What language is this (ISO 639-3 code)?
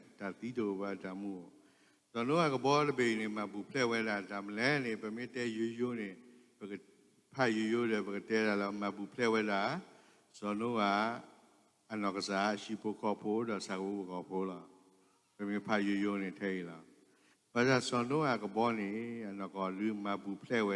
ksw